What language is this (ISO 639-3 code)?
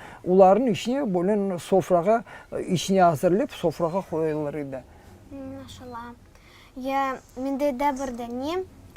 crh